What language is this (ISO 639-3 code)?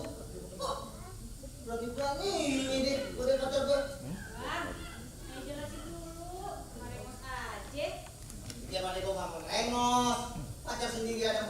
bew